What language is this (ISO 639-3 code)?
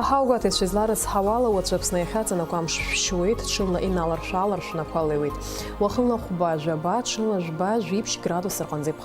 abk